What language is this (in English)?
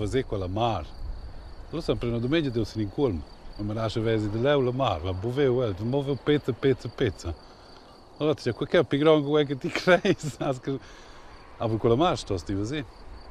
Romansh